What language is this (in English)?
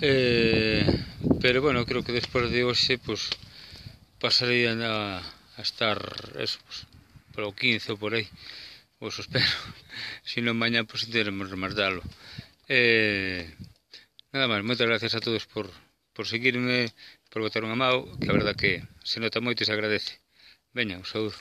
Galician